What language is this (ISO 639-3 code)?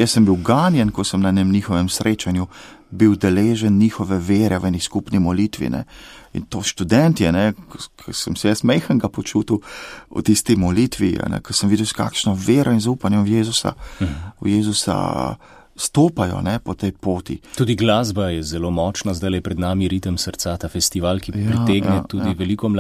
slv